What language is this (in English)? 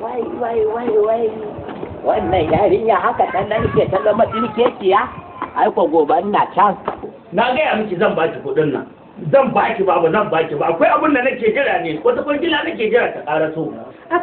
Hausa